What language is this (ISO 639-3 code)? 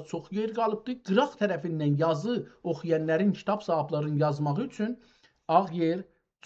azb